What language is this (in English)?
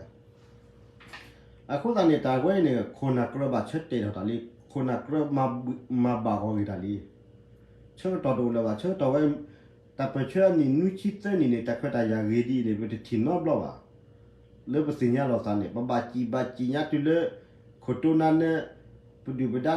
S'gaw Karen